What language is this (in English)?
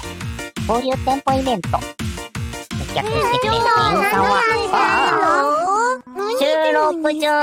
Japanese